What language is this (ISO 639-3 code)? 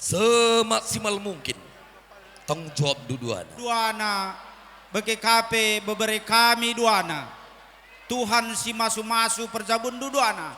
btx